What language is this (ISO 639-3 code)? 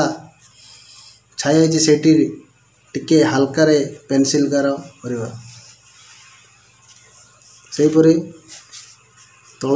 ori